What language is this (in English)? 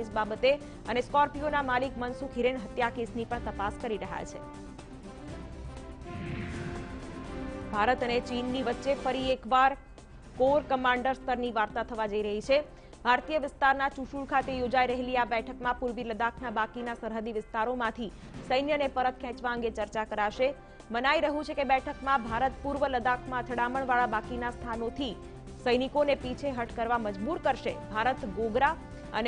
Gujarati